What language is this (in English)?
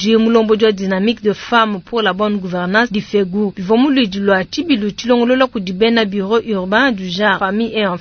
Luba-Lulua